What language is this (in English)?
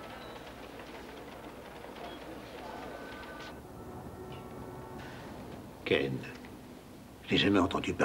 French